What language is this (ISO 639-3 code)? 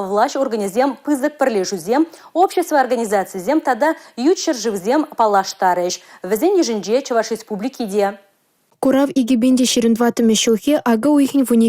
chv